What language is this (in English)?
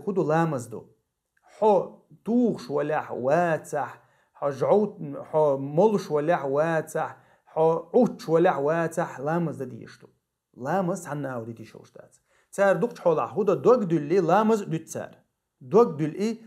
Chechen